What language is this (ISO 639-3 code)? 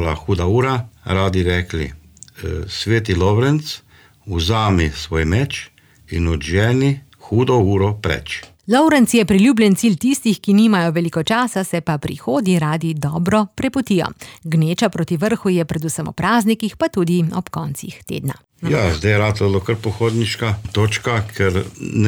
slv